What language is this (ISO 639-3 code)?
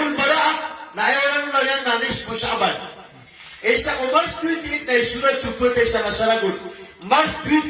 mrw